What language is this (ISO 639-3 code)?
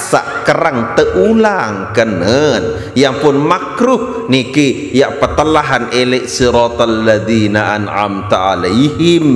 sas